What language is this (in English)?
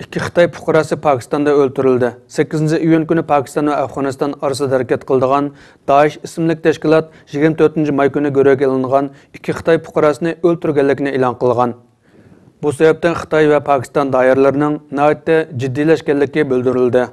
Uyghur